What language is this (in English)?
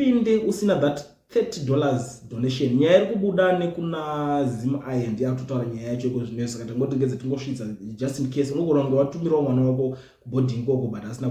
Shona